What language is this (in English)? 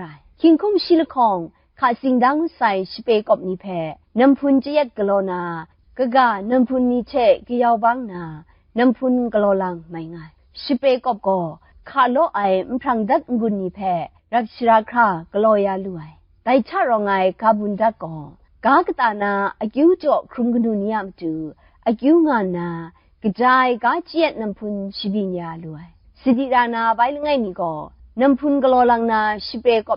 Kachin